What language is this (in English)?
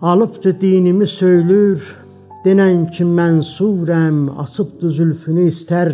South Azerbaijani